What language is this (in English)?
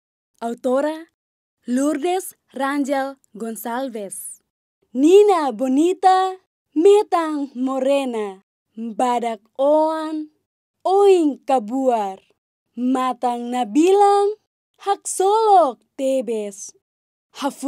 Tetum